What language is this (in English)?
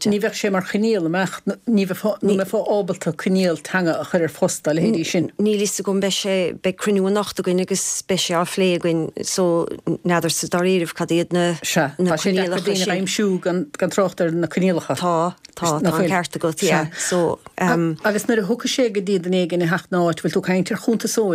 Irish